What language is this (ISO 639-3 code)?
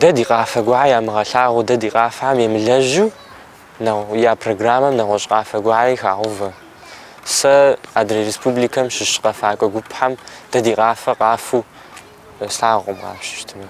kbd